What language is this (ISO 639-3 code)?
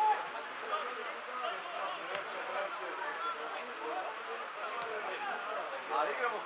srp